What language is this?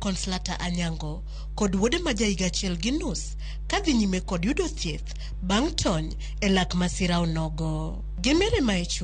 Luo (Kenya and Tanzania)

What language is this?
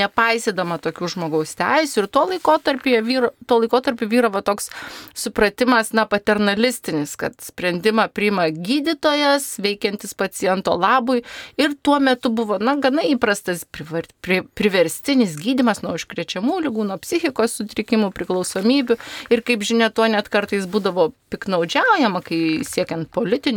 Lithuanian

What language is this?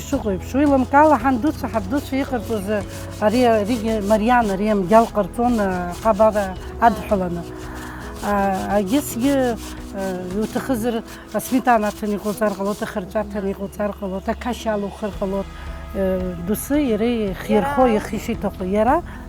Abkhazian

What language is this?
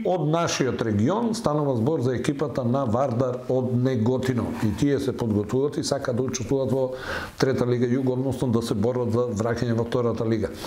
Macedonian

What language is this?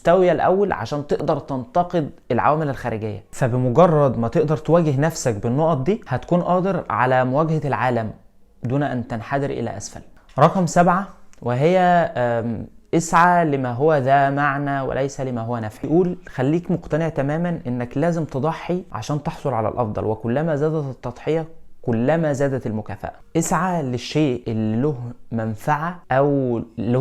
Egyptian Arabic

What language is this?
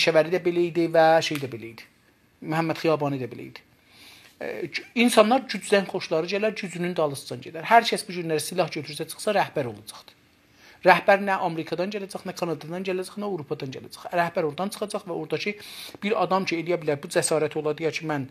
South Azerbaijani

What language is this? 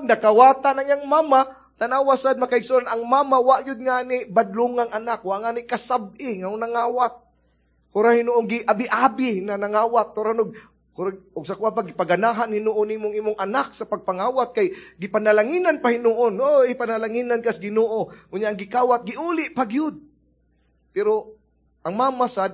Cebuano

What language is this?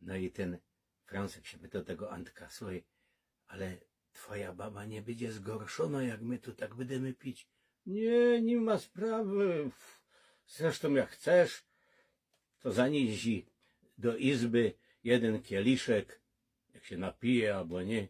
Silesian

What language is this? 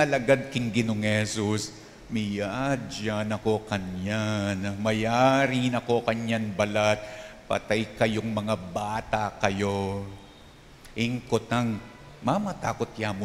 Pampanga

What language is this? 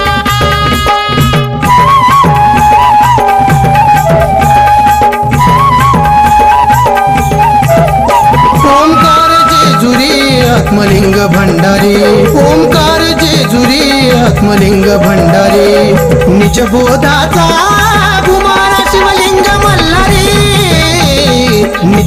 Marathi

